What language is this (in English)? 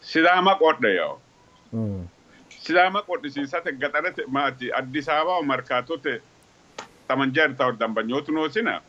Sidamo